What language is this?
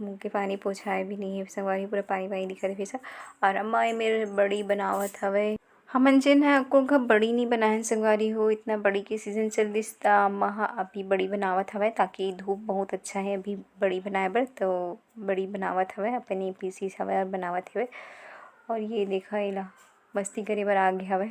Chhattisgarhi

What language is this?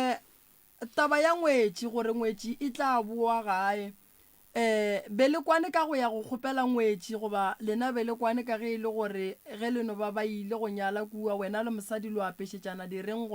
Northern Sotho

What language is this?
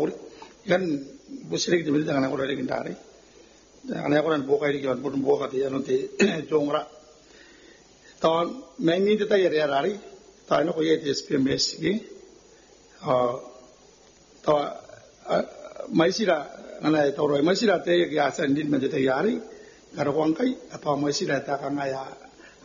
Gilbertese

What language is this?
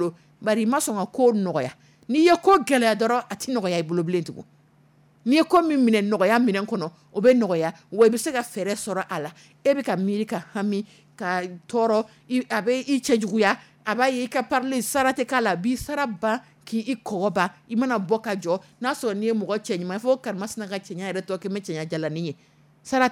Dyula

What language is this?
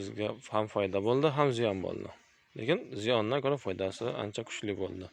Uzbek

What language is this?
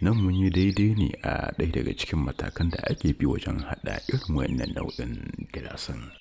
Hausa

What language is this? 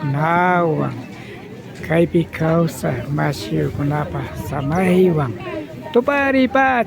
Imbabura Highland Quichua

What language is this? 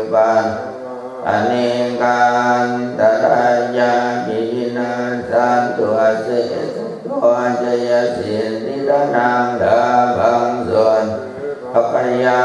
Pali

